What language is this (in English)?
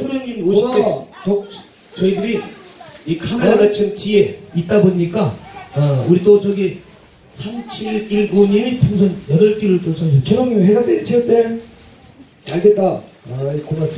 Korean